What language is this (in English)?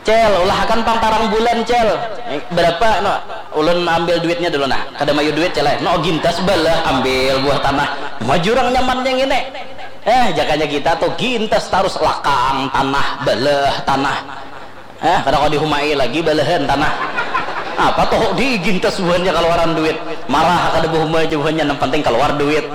Banjar